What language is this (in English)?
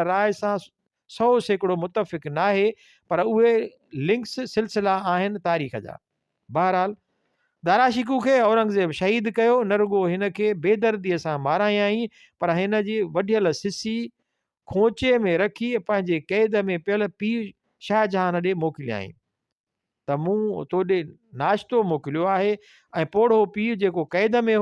Sindhi